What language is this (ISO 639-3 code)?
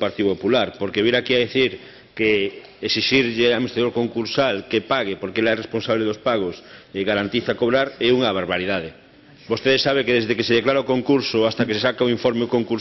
glg